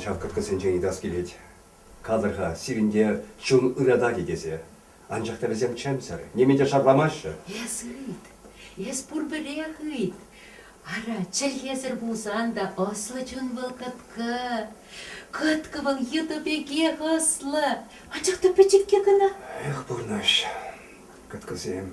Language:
Chuvash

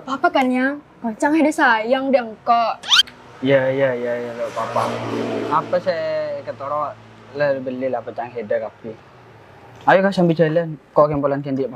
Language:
Madurese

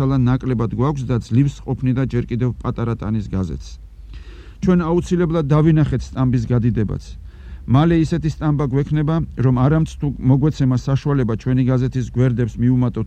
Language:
Georgian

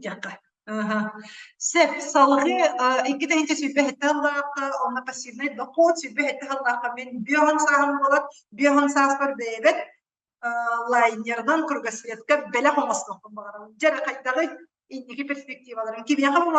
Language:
Yakut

